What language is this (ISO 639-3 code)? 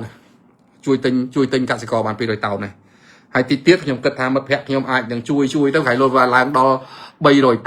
khm